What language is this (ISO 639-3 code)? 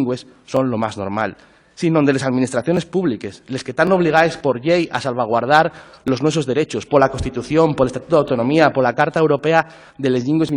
ast